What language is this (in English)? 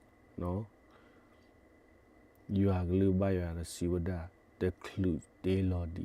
S'gaw Karen